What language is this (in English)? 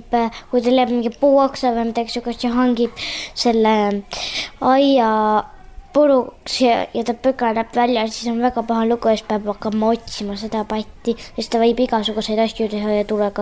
Estonian